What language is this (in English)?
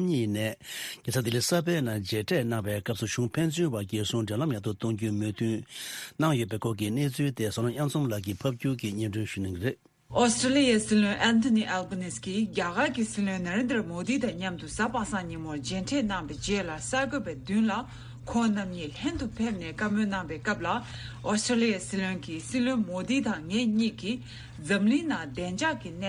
Tibetan